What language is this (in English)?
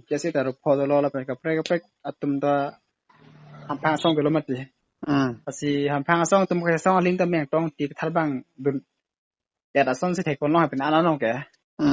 Karbi